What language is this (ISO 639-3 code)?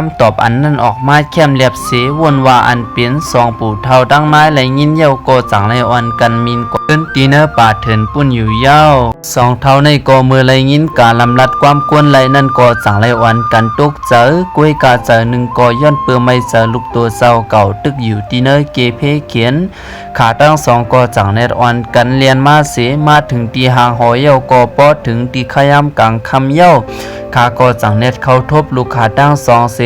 shn